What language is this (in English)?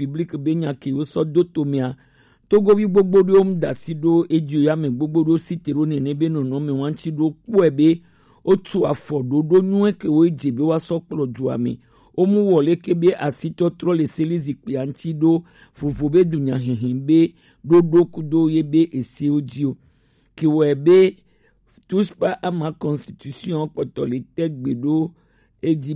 Gen